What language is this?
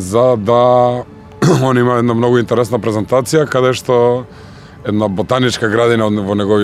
Macedonian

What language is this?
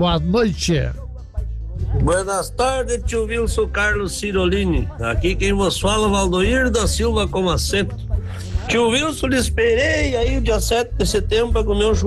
Portuguese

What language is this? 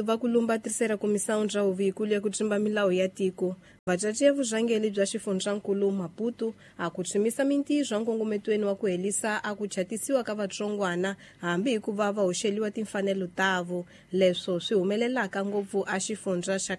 Tsonga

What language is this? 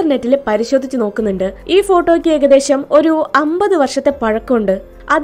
Malayalam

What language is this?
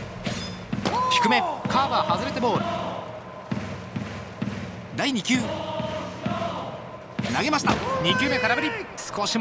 Japanese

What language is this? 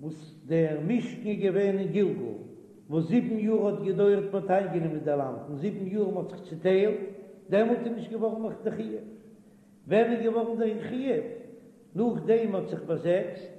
Yiddish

